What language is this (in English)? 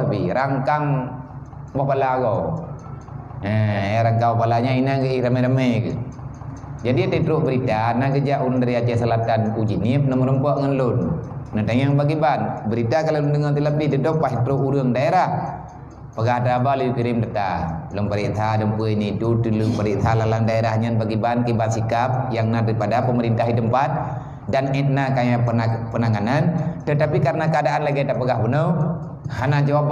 Achinese